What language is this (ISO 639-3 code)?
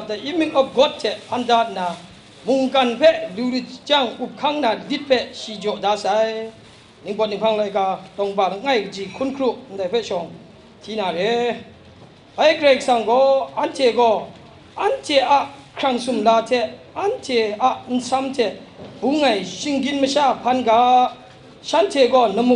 kac